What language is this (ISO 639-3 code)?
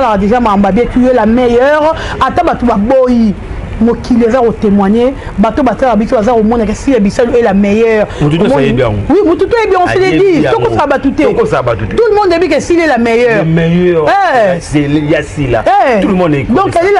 lin